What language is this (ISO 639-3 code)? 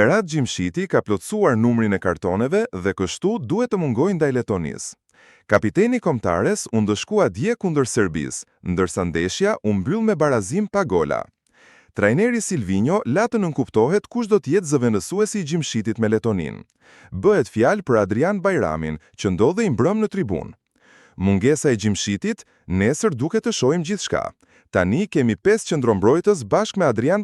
sqi